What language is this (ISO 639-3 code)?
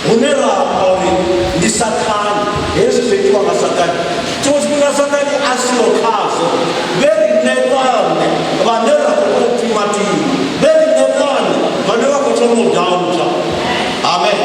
ven